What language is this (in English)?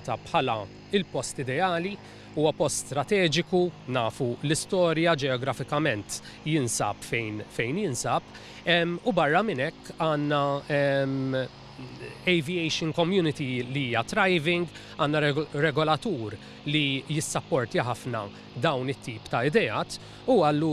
Maltese